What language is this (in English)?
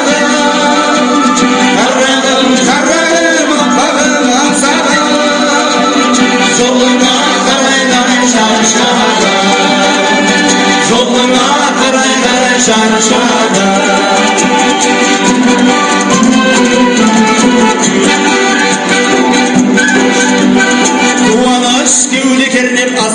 Kazakh